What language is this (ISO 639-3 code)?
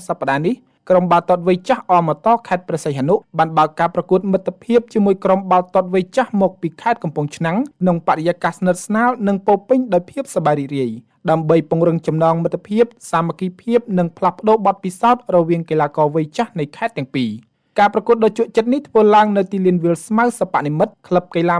khm